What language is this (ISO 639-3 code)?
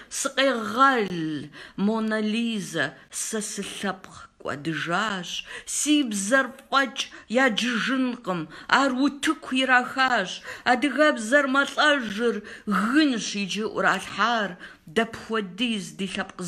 kbd